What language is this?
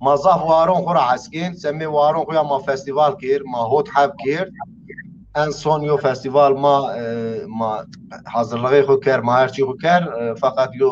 Zaza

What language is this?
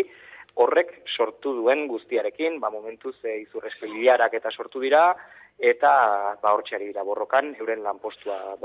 Basque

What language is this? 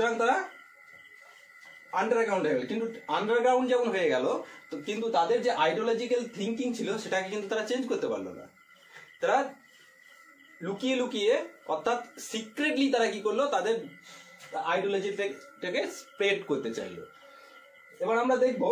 Bangla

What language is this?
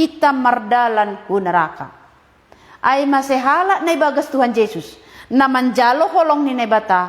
Batak Simalungun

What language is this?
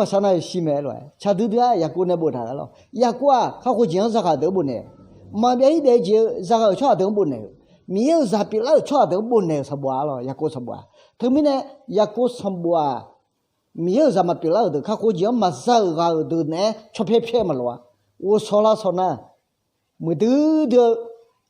Akha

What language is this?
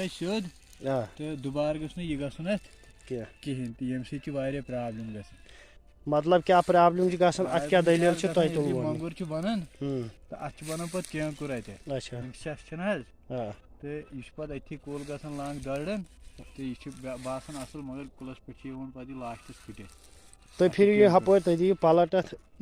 Kashmiri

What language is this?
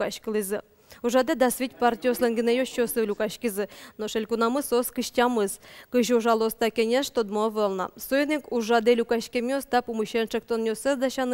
Udmurt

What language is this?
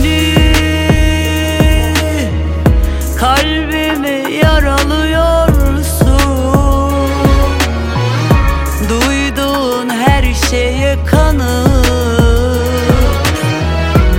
Turkish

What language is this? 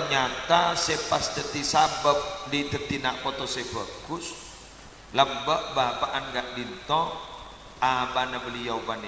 Madurese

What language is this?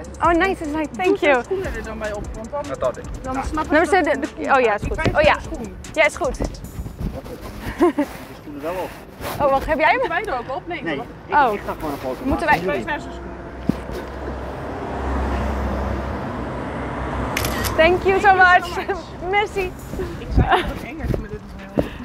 Dutch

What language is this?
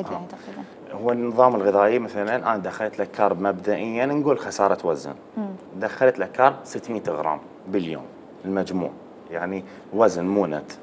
Mesopotamian Arabic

